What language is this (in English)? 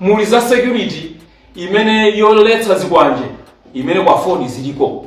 Nyanja